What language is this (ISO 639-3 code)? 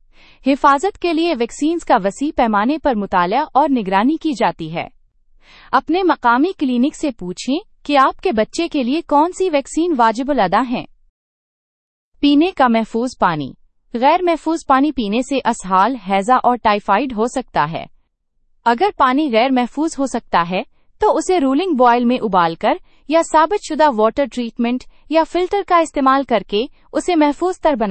urd